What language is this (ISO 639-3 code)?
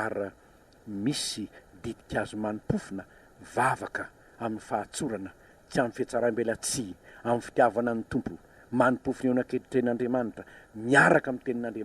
mlg